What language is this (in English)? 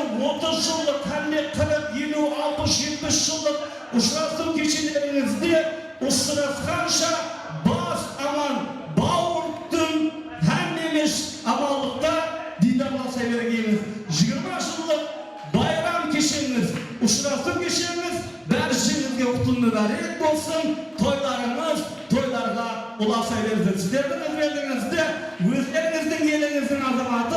Kara-Kalpak